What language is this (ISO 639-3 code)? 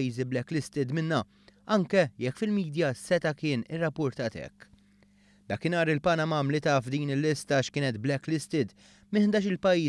mlt